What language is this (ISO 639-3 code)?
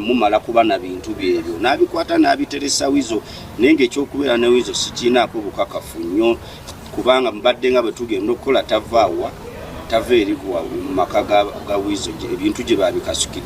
lug